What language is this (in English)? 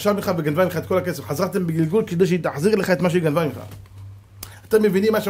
Hebrew